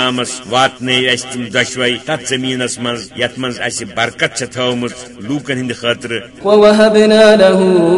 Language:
Kashmiri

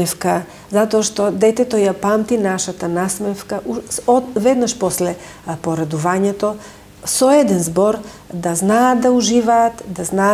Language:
Macedonian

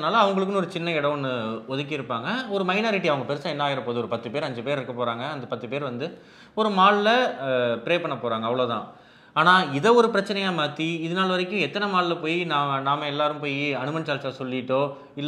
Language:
Tamil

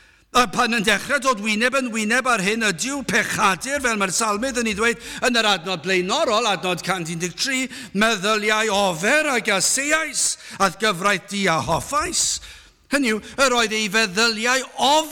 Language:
Welsh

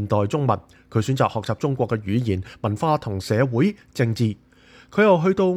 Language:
Cantonese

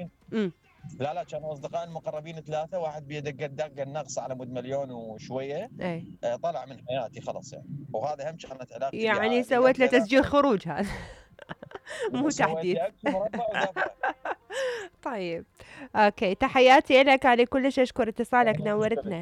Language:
Mesopotamian Arabic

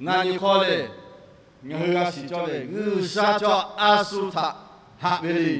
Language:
Lahu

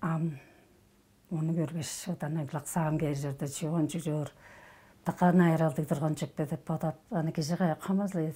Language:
Tuvinian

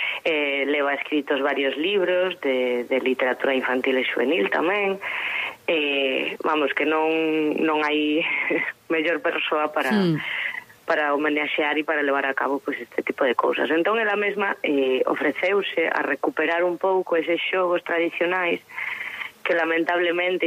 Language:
Galician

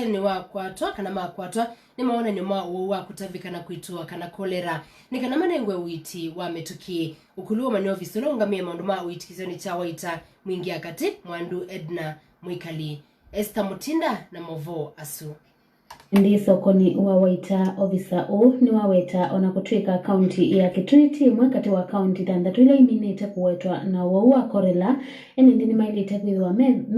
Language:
Kamba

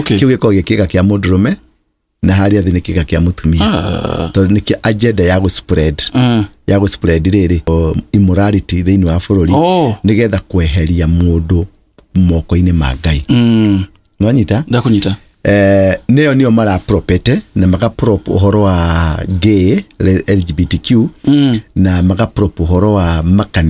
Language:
Kikuyu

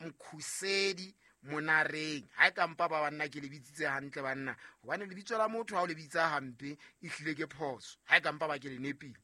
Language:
Southern Sotho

